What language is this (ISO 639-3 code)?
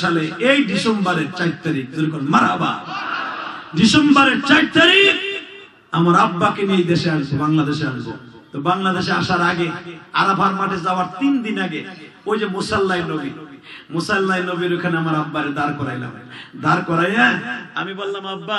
ben